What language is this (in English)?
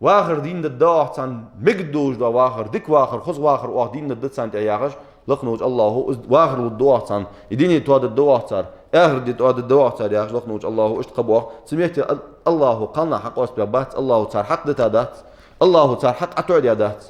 Ingush